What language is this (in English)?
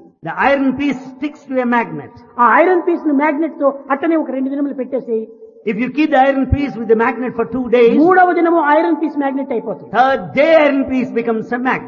Telugu